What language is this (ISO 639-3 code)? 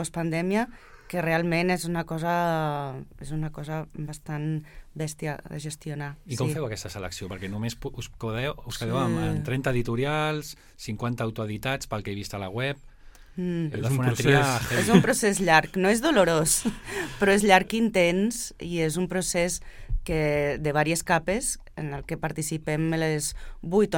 cat